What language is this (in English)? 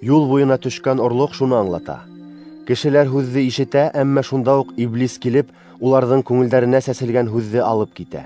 Bashkir